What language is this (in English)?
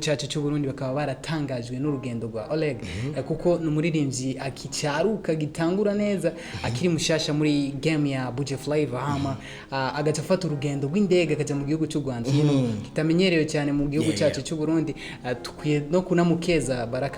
Rundi